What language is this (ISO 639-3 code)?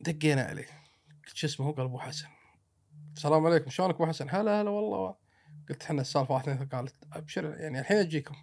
afb